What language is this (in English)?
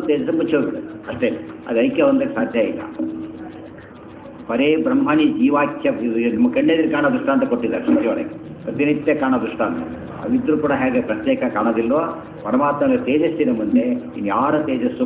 Kannada